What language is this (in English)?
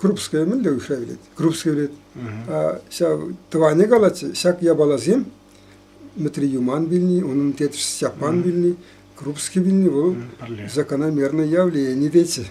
Chuvash